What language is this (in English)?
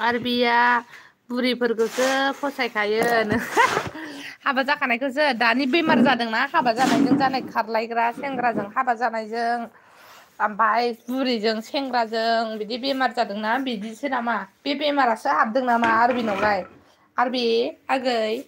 Bodo